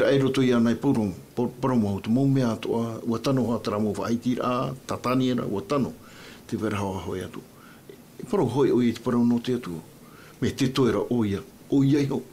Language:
Tahitian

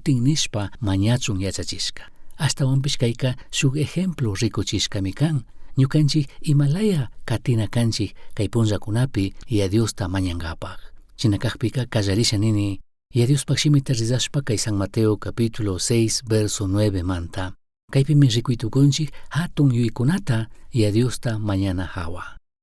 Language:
Chimborazo Highland Quichua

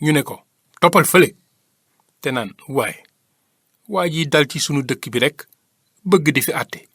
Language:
Wolof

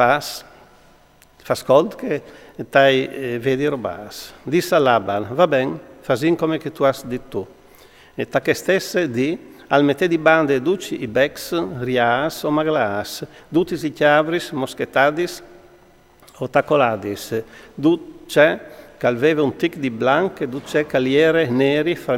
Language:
Friulian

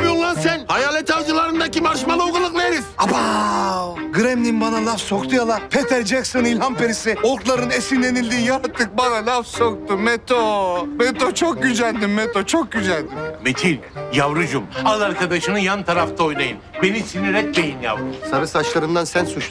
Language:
Turkish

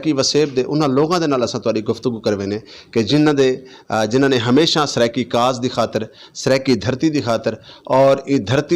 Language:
Saraiki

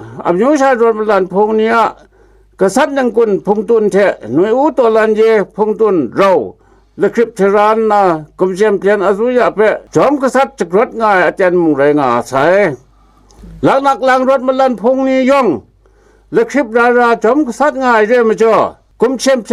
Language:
Kachin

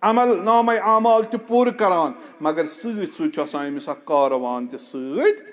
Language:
Kashmiri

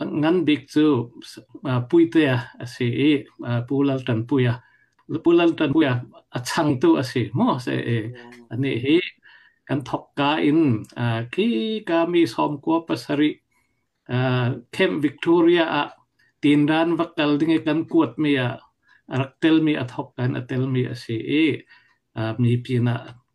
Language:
Falam Chin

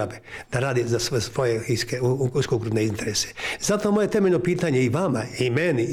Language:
Bosnian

